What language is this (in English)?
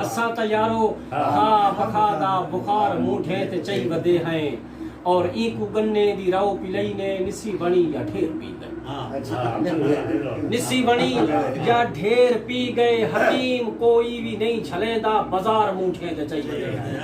Saraiki